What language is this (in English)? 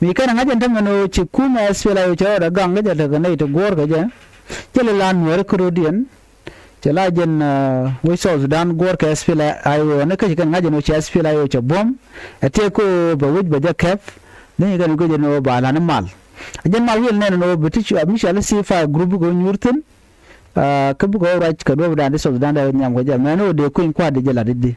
Nuer